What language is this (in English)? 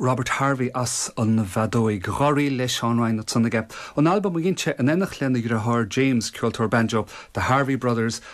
Irish